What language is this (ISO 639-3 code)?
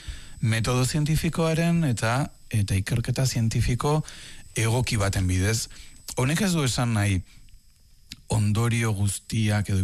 eus